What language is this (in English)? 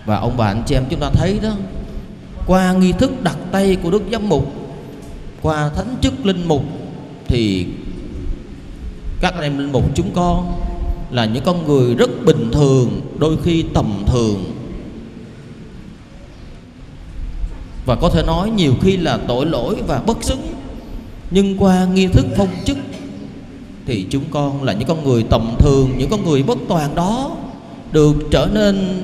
Vietnamese